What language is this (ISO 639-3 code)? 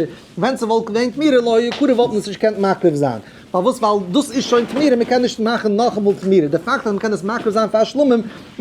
yid